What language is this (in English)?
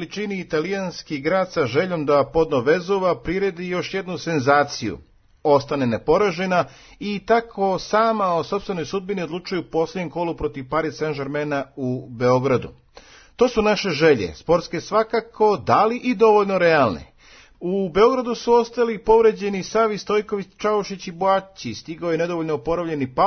Serbian